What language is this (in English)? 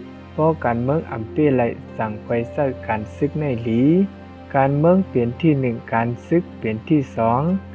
Shan